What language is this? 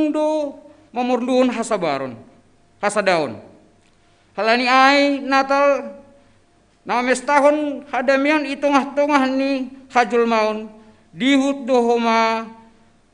Batak Simalungun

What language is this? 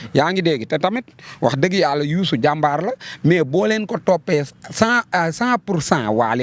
Wolof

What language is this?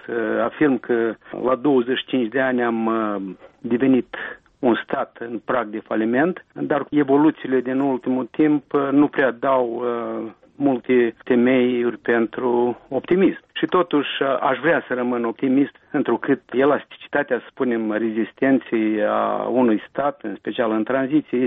Romanian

